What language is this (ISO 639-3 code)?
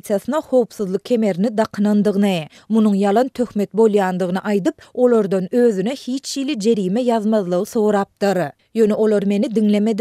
tuk